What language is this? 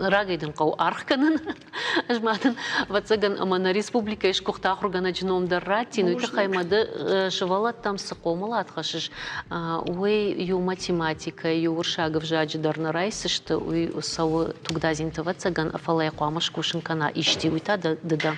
Ossetic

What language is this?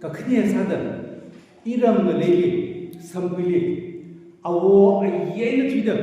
Tangkhul Naga (India)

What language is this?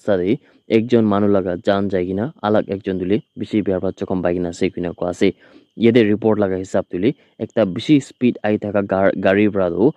Naga Pidgin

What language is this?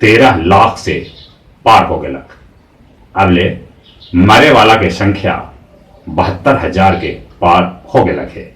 Magahi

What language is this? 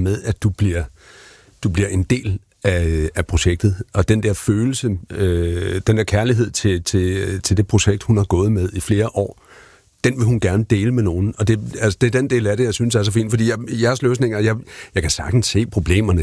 Danish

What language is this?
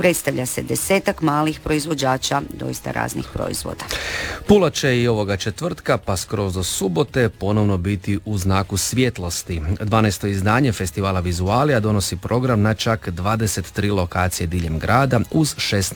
Croatian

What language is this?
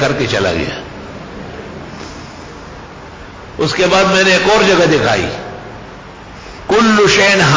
Urdu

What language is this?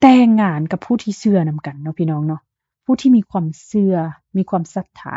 Lao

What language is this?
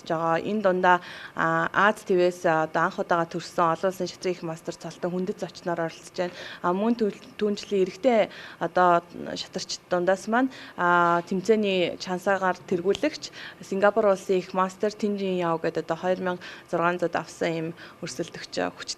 Mongolian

